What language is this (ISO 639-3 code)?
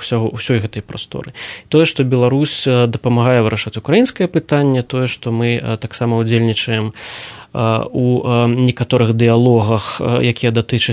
bel